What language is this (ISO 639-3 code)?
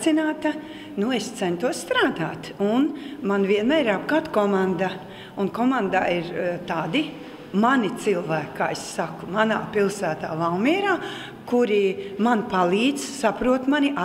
lav